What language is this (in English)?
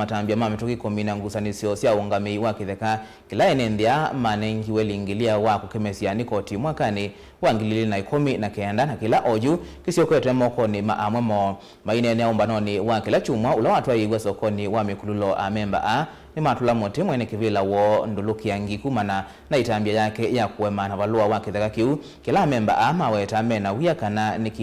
Kamba